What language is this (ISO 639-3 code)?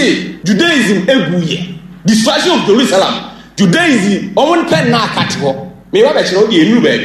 aka